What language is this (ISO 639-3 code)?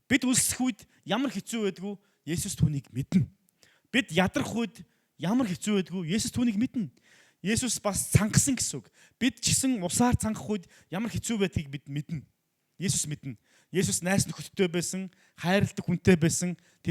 mon